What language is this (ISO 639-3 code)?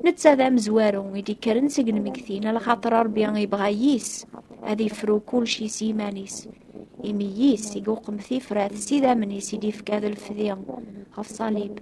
kab